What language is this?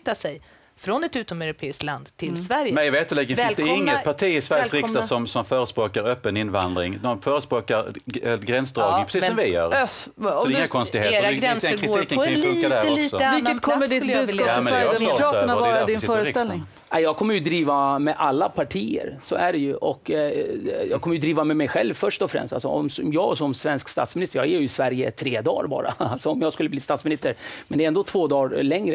Swedish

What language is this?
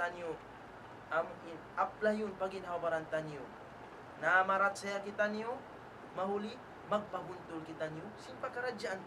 Tausug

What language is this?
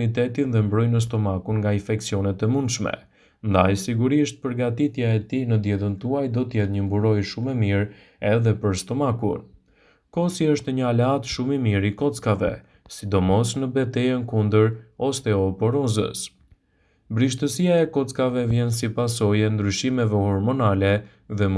Albanian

